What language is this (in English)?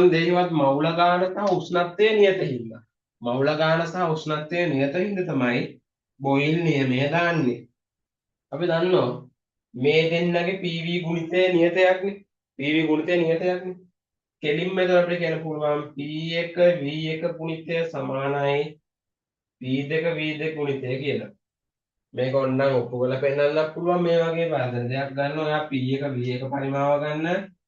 Sinhala